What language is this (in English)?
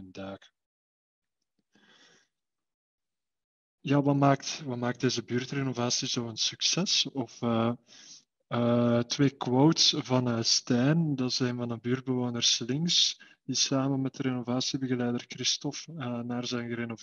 Dutch